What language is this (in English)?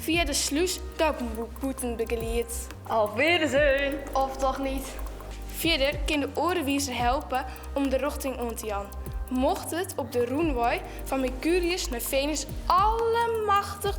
Western Frisian